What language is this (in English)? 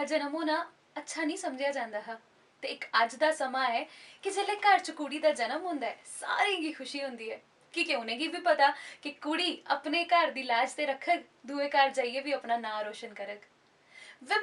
Dogri